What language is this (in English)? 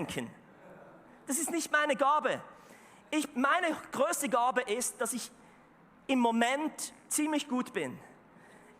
Swiss German